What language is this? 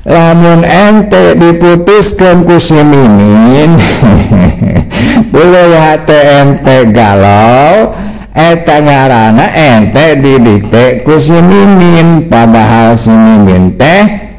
Sundanese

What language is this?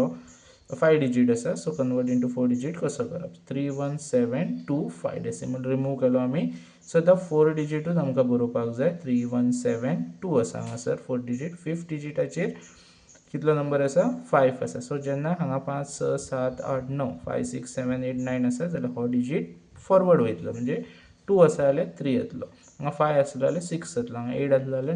Konkani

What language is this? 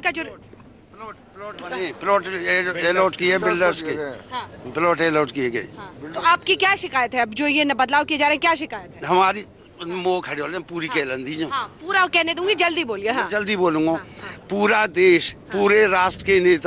Hindi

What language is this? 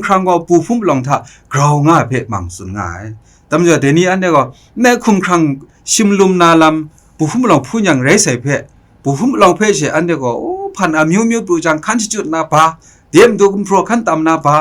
Kachin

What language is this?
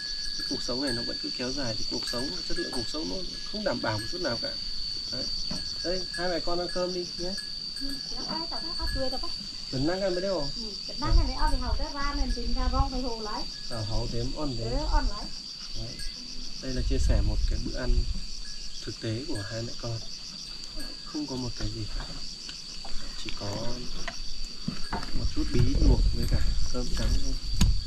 Vietnamese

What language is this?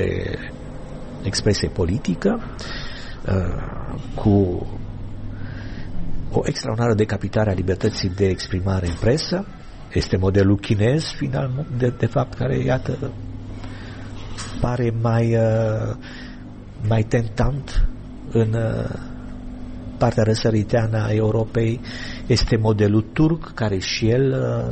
Romanian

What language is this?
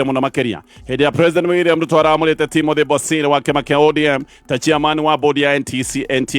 Kikuyu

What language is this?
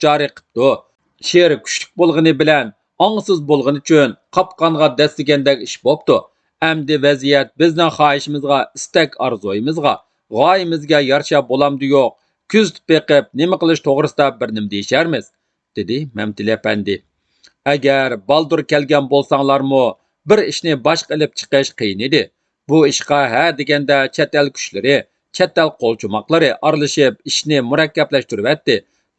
Uyghur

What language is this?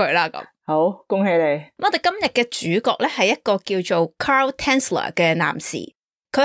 Cantonese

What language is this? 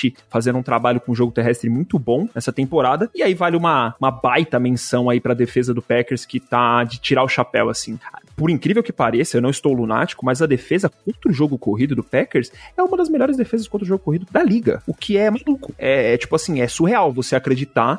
Portuguese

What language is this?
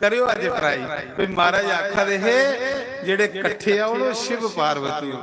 Dogri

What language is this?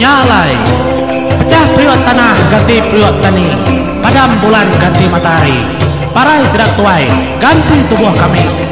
Iban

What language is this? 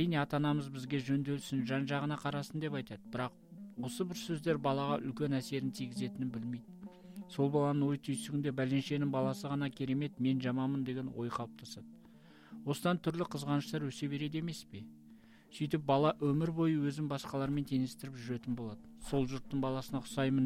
Kazakh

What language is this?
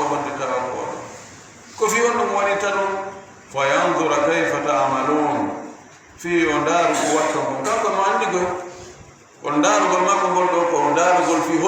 Fula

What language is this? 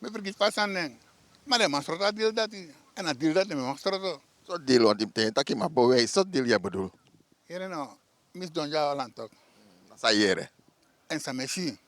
Sranan Tongo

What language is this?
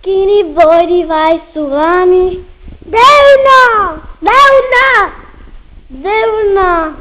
Sardinian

